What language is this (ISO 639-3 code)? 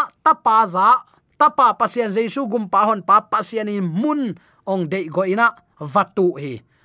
ctd